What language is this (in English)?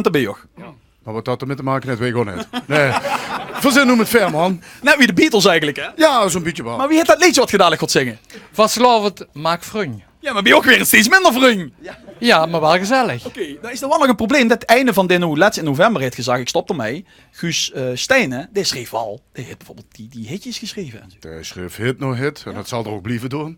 Limburgish